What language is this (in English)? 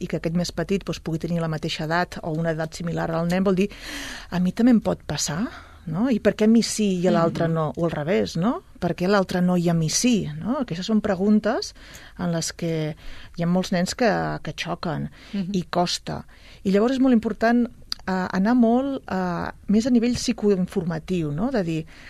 Catalan